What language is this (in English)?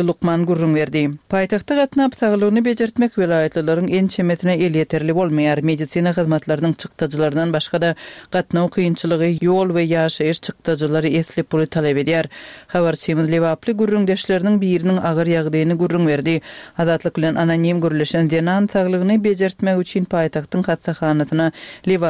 Turkmen